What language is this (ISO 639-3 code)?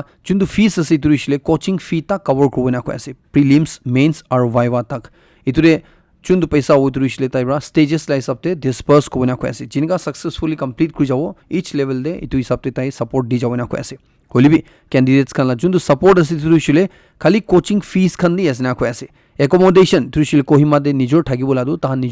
nag